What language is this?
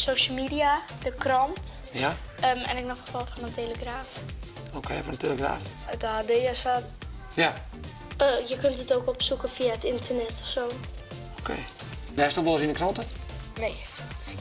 Western Frisian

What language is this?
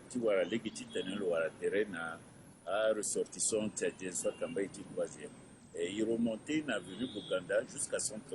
Sango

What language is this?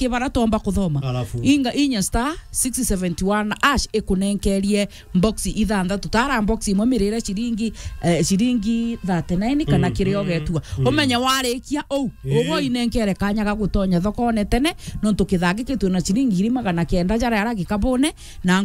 Meru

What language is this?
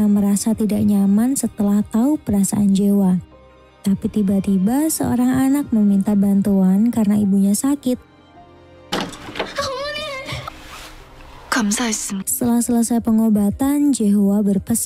Indonesian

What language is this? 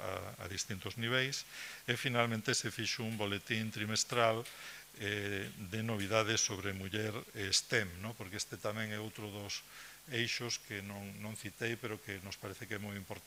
Galician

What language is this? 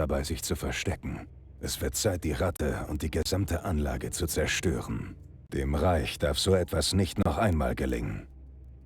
Bavarian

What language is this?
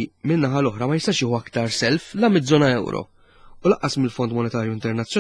Maltese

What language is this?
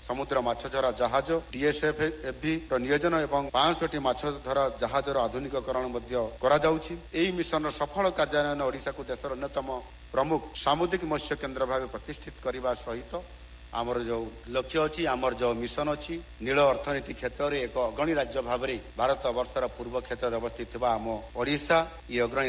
Odia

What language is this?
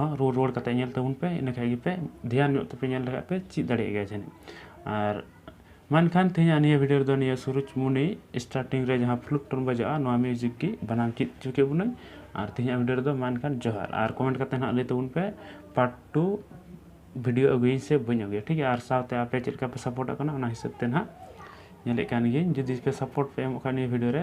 Santali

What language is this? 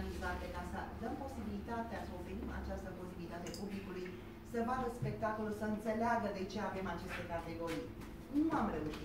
Romanian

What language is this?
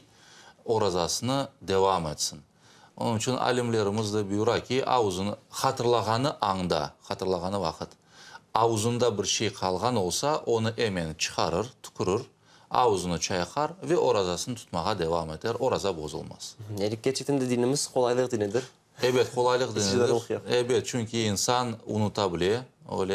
Crimean Tatar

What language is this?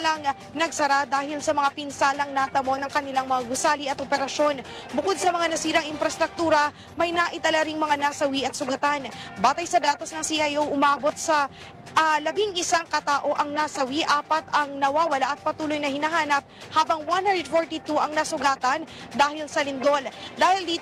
Filipino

